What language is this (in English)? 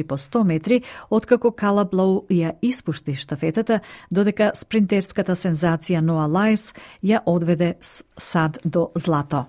Macedonian